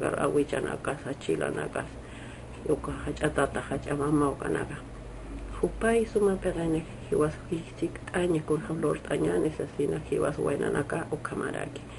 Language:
Aymara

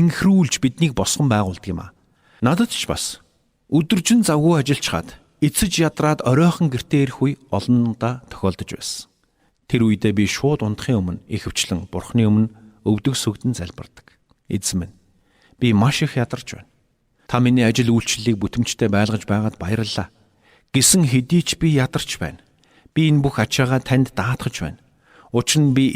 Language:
Mongolian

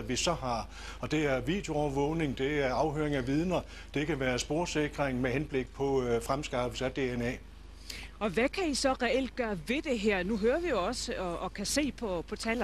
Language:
Danish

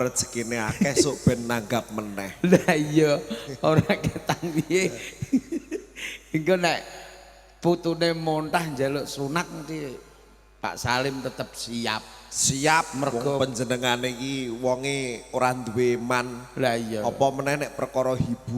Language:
Javanese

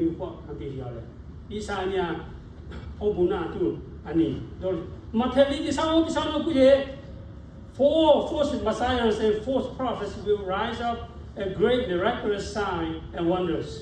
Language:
Lahu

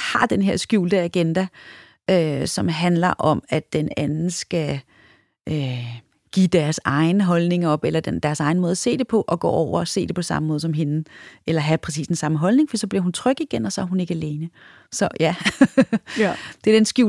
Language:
Danish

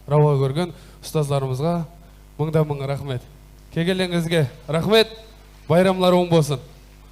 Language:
Kara-Kalpak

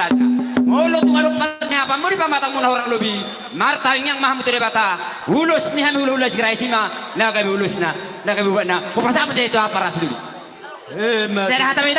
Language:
Batak Toba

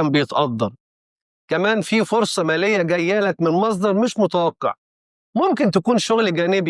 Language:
Egyptian Arabic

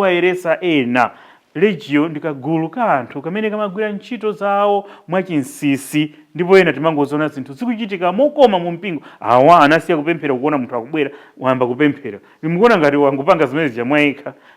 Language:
Nyanja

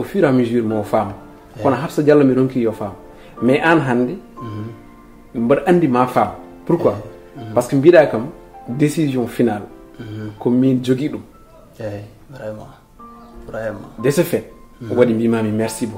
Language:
Fula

